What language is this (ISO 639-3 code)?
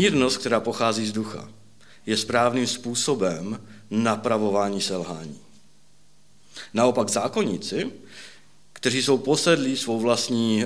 ces